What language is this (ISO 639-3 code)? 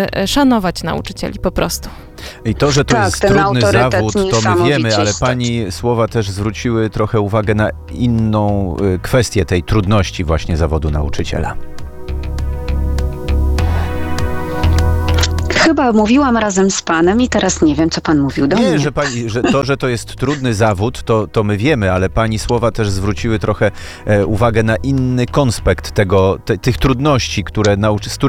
pol